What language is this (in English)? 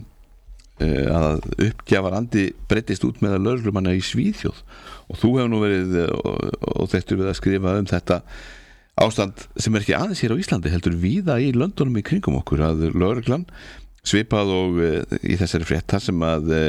Icelandic